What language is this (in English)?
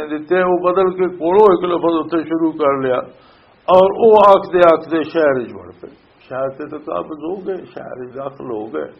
Western Panjabi